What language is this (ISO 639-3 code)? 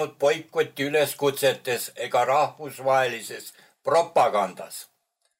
est